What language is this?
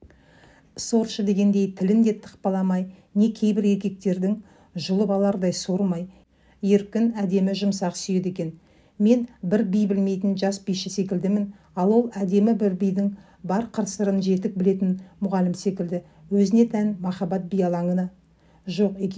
Kazakh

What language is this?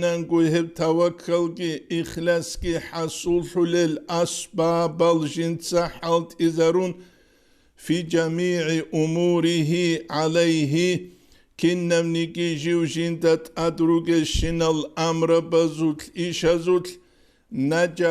Avaric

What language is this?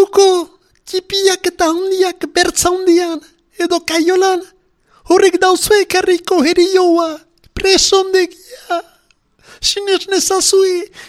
Basque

